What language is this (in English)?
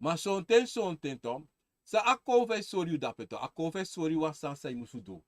Sranan Tongo